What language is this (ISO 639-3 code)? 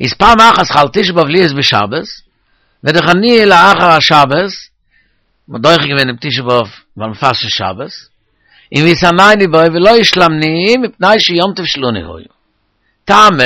yid